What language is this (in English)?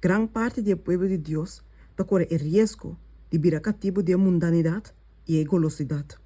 Papiamento